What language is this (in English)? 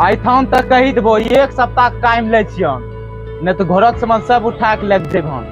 Angika